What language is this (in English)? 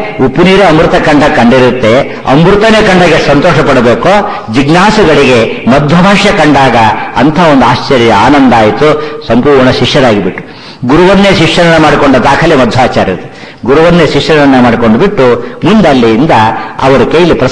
Kannada